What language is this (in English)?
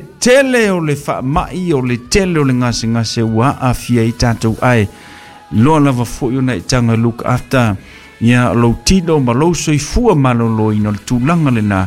Samoan